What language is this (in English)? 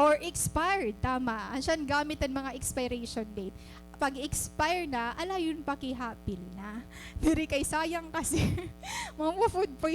Waray